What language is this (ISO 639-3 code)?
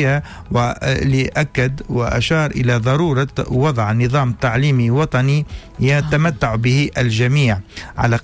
aeb